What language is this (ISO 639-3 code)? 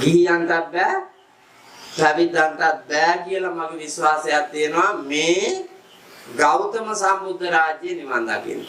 sin